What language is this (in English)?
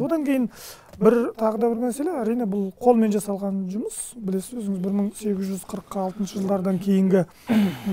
Kazakh